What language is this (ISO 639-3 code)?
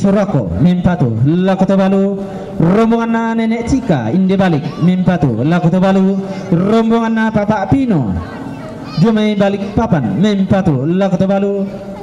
sda